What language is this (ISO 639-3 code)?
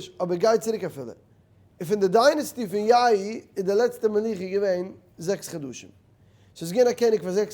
yid